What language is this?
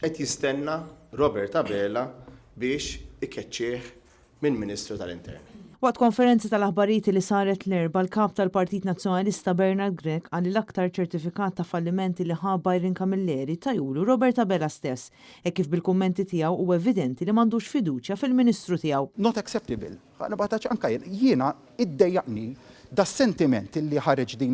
Maltese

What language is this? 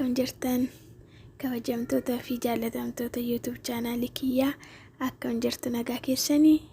Oromo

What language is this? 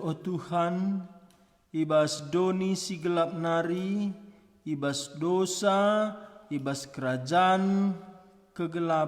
Batak Karo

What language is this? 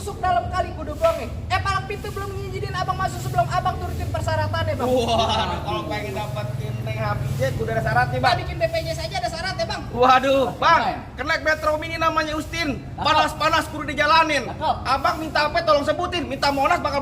Betawi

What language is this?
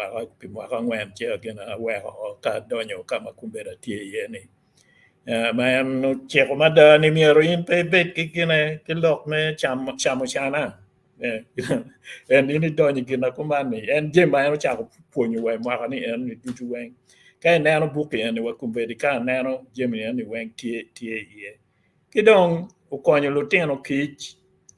Acoli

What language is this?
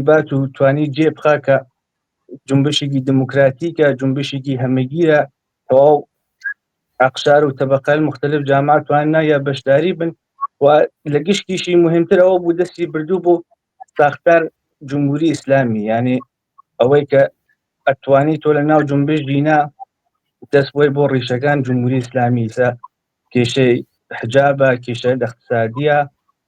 Central Kurdish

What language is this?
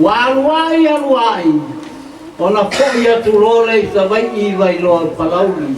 Samoan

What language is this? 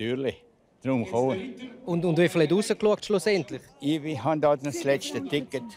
Romansh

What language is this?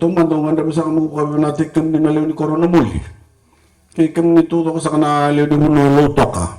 Fijian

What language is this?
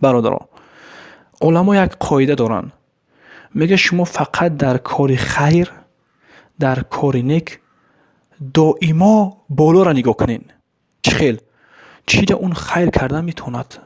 Tajik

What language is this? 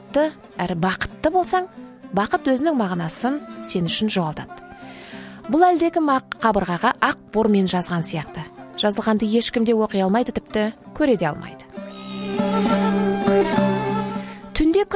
Kazakh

